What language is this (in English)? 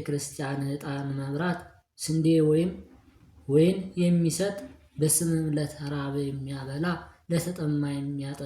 Amharic